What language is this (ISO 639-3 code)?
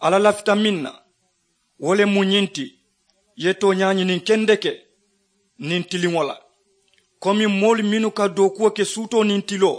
man